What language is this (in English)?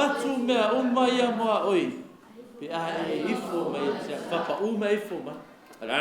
Samoan